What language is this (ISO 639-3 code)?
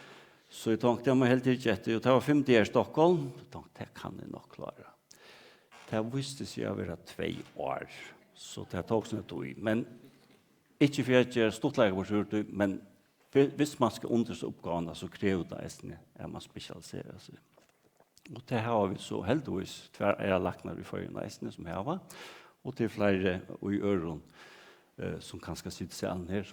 fao